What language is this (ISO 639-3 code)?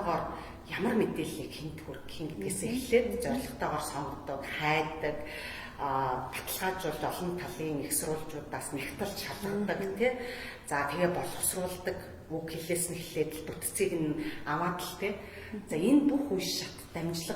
mon